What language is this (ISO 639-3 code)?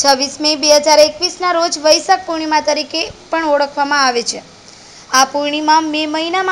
guj